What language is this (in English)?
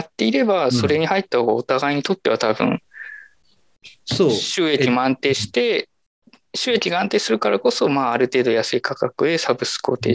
Japanese